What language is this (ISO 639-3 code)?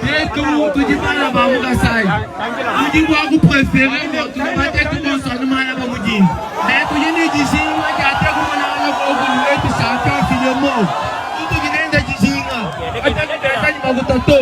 lua